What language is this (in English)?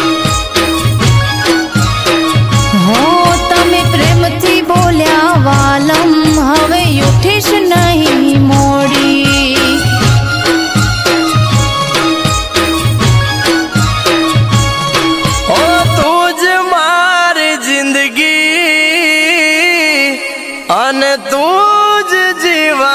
Gujarati